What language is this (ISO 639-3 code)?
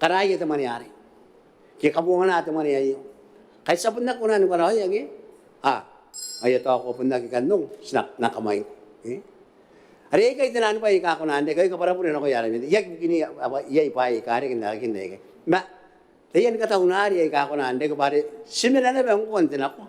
gil